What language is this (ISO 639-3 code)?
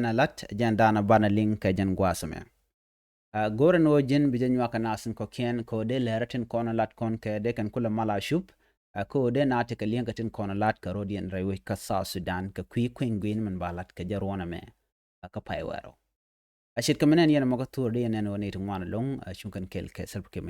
nus